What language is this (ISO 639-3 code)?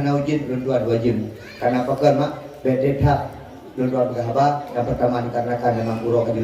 ace